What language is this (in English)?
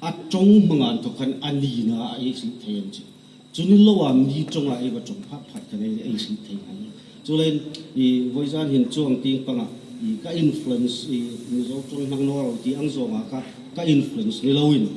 Hmar